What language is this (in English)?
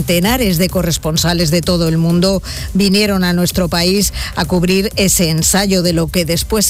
Spanish